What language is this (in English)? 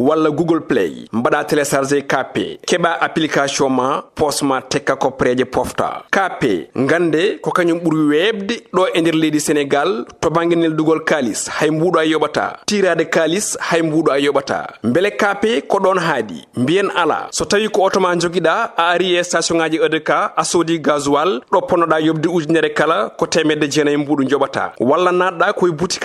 Fula